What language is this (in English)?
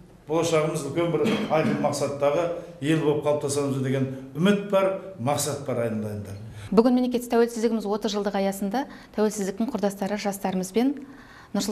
Kazakh